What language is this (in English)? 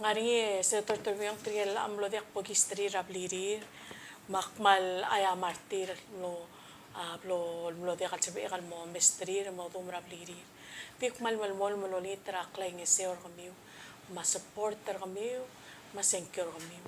Palauan